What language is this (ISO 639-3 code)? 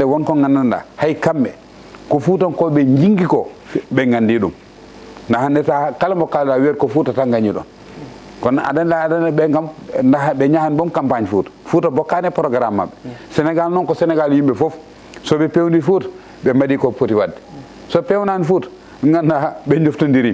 ful